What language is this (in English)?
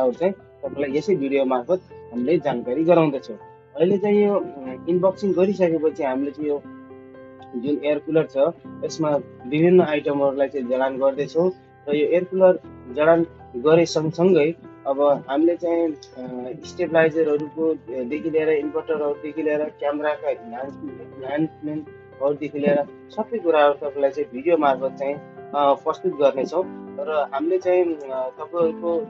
Nepali